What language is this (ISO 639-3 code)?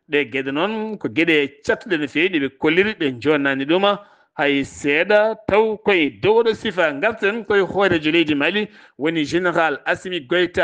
ful